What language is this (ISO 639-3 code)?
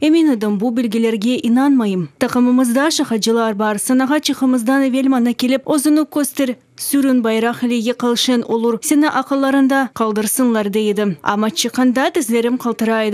crh